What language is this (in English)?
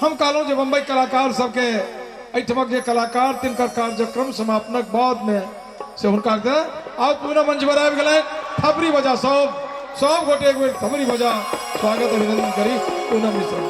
Maithili